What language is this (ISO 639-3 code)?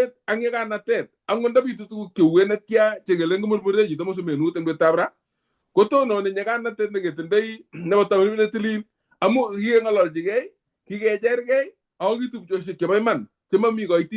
kln